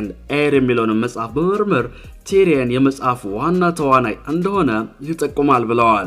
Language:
Amharic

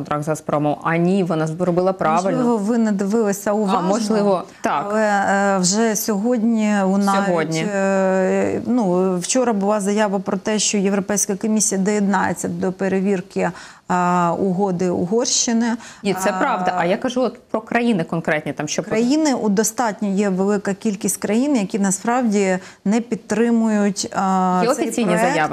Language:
Ukrainian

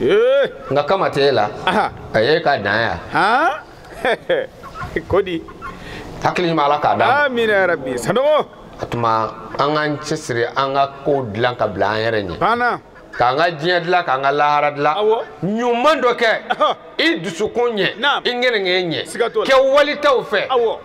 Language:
Bambara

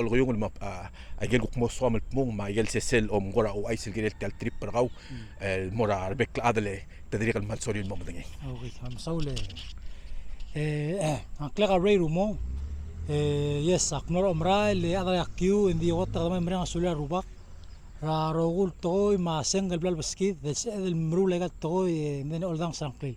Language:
Palauan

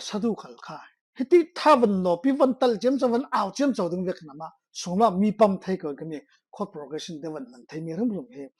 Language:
Falam Chin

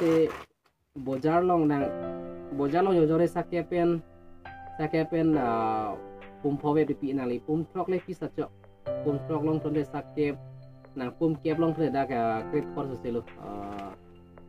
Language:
Karbi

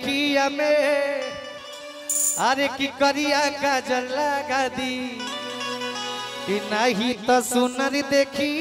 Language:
Bhojpuri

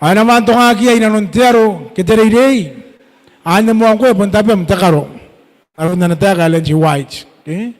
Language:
Gilbertese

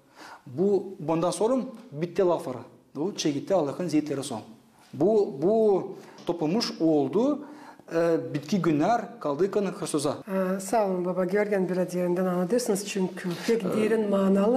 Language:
Gagauz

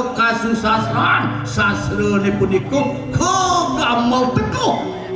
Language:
Balinese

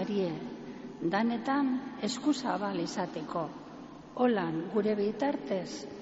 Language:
Basque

